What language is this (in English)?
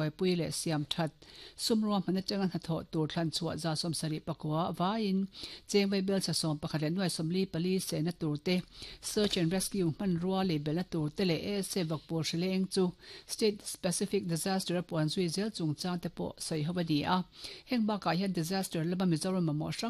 Mizo